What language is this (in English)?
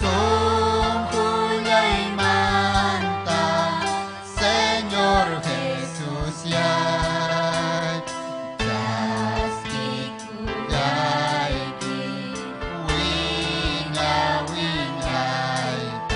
Ayacucho Quechua